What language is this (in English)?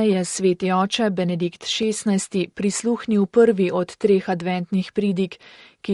Slovenian